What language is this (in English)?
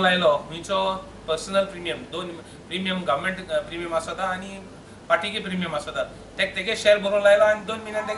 Konkani